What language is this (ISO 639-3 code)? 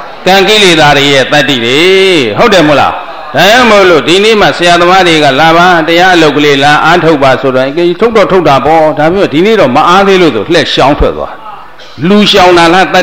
mya